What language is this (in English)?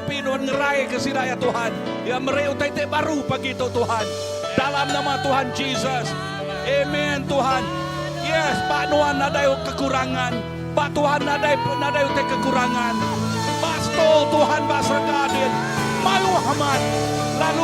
Iban